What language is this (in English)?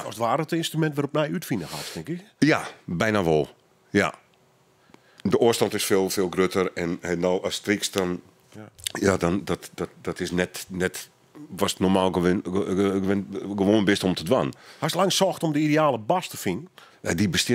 Dutch